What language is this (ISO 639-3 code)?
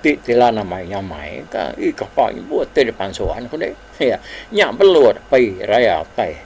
iba